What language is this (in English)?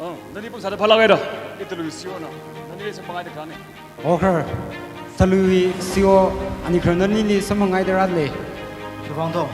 Tangkhul Naga (India)